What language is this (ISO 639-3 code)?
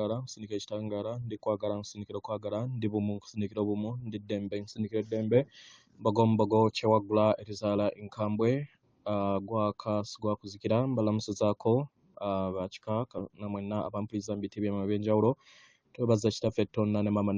lug